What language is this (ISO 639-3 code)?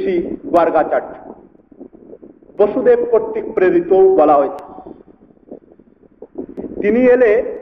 ben